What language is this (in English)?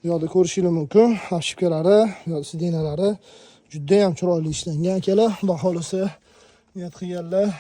Uzbek